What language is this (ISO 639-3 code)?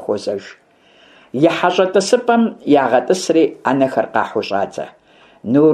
kbd